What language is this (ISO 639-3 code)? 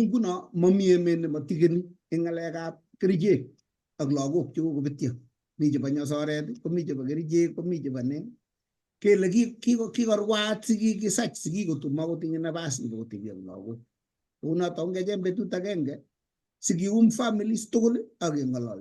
kln